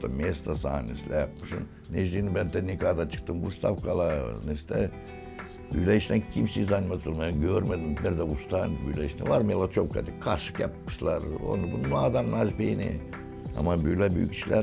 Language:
Gagauz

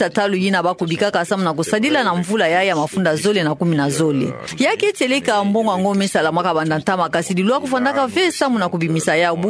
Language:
Kituba (Democratic Republic of Congo)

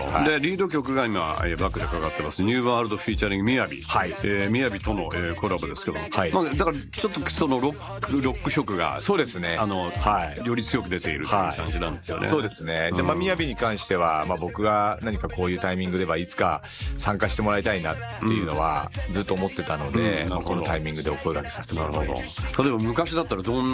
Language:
Japanese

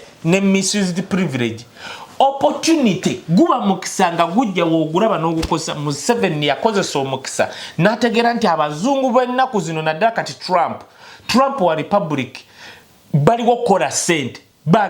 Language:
Ganda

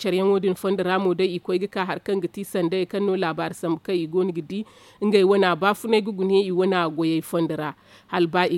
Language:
Zarma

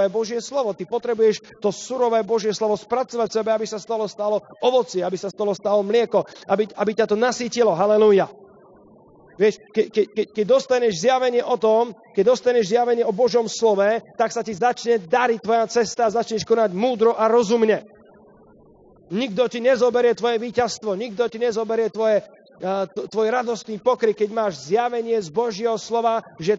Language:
Slovak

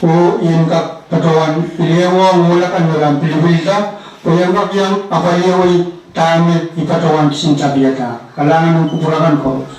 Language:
Pohnpeian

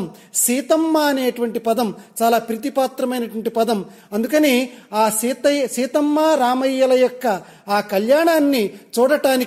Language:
Telugu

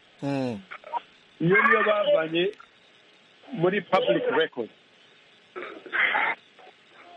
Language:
Kinyarwanda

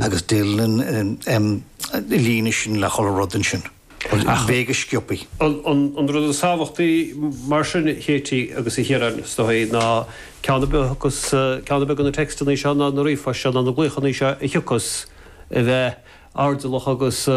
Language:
Irish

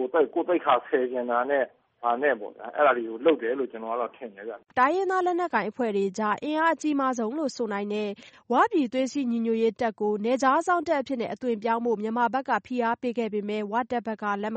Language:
Burmese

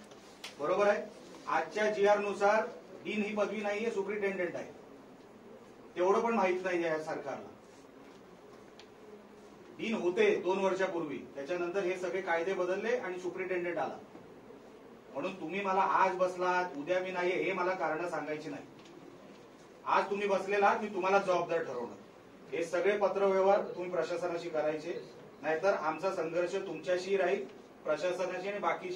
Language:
Marathi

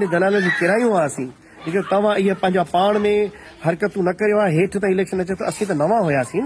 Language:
Sindhi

